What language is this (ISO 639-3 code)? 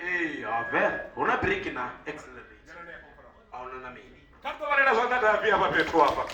ven